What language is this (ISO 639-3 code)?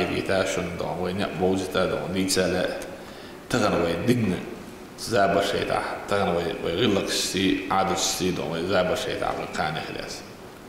che